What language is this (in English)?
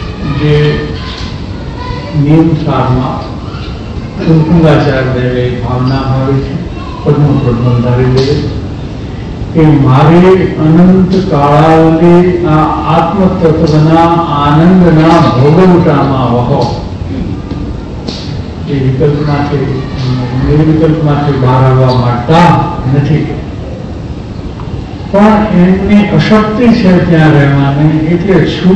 Gujarati